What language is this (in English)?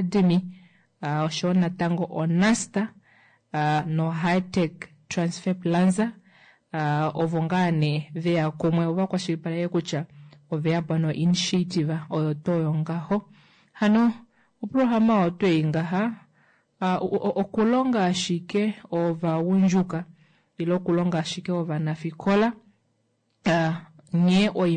Kuanyama